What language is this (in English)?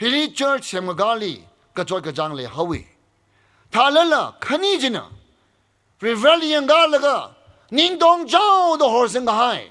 Tangkhul Naga (India)